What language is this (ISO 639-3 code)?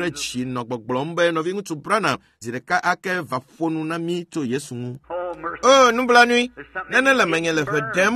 ewe